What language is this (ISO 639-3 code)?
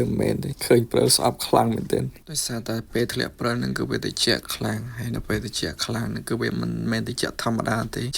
khm